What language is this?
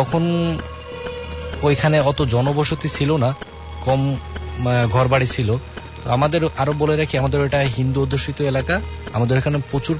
Bangla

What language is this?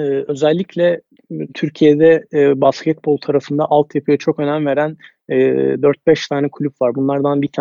Turkish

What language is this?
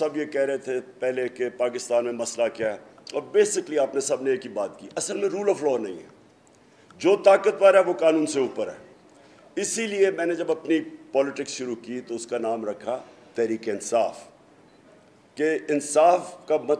Urdu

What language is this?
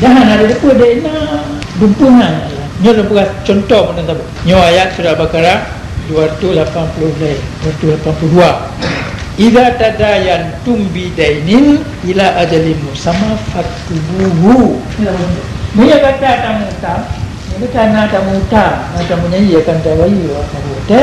Achinese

